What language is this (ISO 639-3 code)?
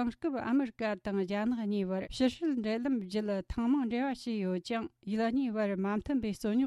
bod